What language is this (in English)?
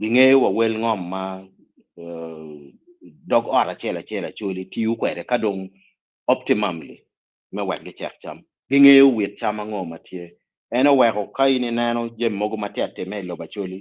Acoli